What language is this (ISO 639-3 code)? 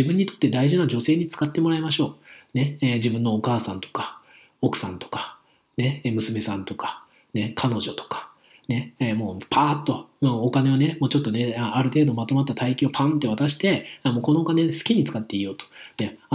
jpn